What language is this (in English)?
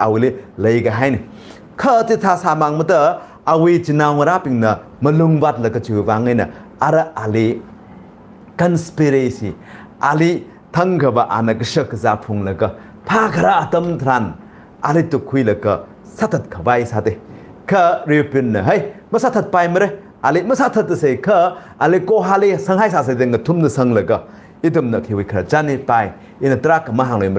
Tangkhul Naga (India)